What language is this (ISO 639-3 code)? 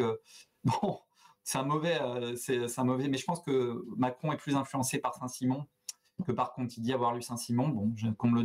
fra